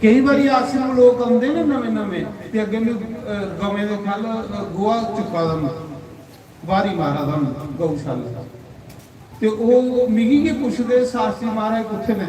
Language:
Dogri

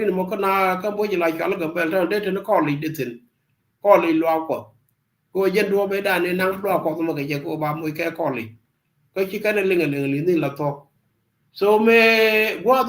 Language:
Nuer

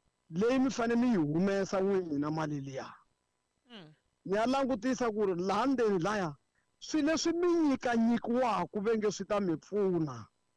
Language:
Tsonga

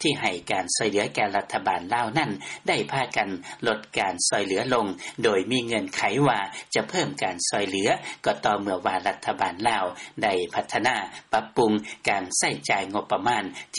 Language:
Lao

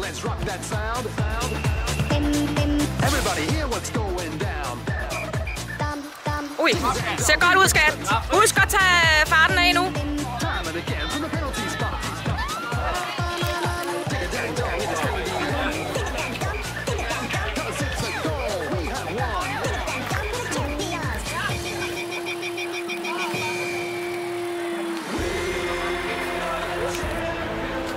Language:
Danish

